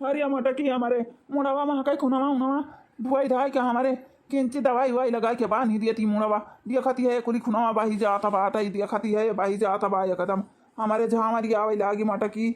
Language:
Awadhi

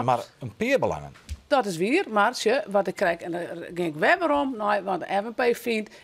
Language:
Western Frisian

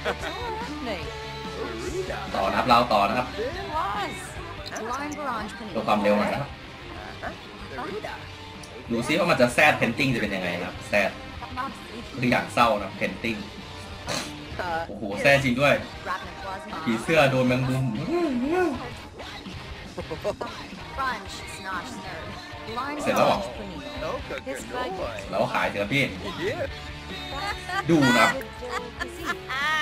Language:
Thai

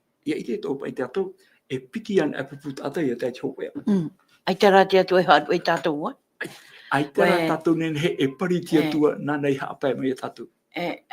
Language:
Tahitian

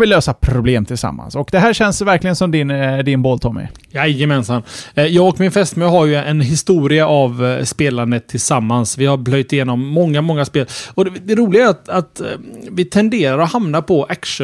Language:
Swedish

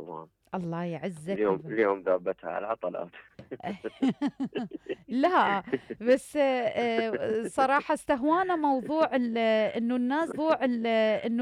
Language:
Mesopotamian Arabic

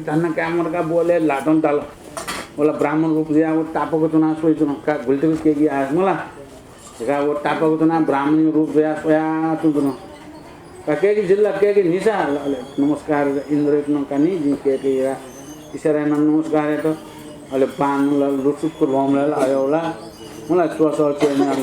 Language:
Newari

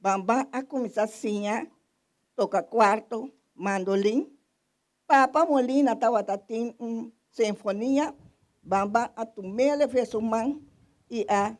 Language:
Papiamento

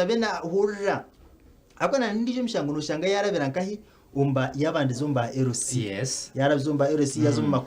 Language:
Nyankole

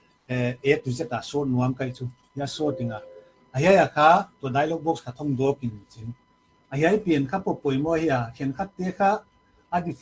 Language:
Paite Chin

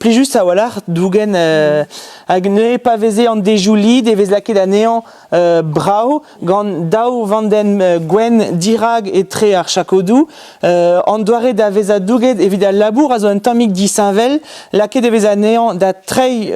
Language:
Breton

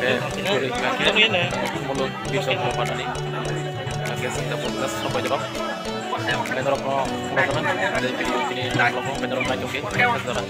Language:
Kok Borok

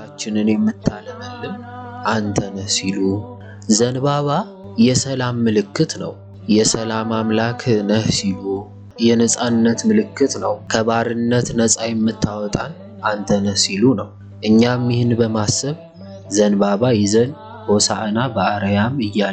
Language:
Amharic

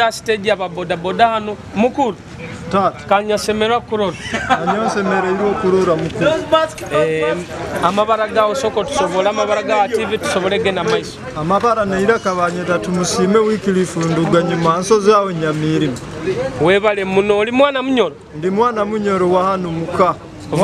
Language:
Nyoro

